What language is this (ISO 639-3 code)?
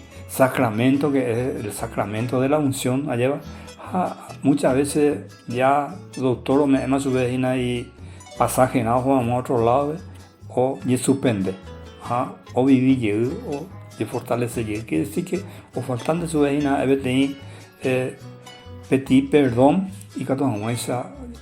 grn